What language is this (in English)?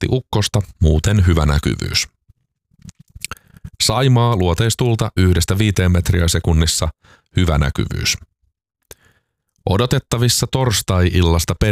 Finnish